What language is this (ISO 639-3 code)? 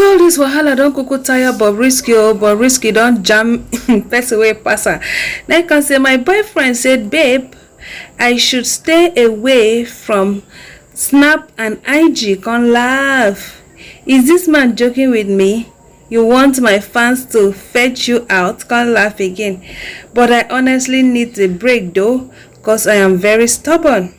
pcm